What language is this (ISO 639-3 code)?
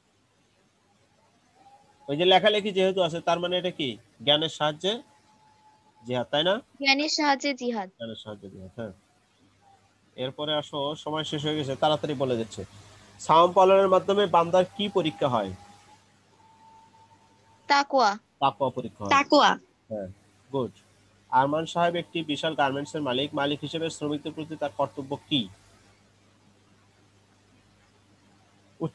ben